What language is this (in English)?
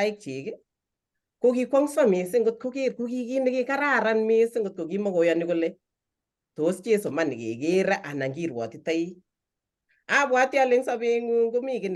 Kalenjin